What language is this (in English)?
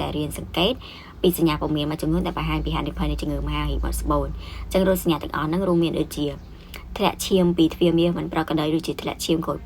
Khmer